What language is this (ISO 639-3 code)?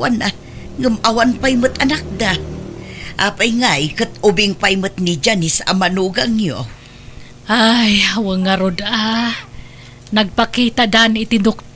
ilo